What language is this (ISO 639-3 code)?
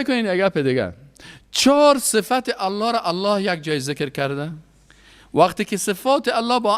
fas